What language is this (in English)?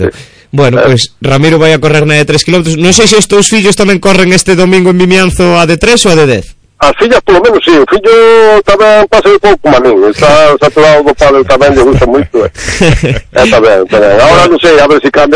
Galician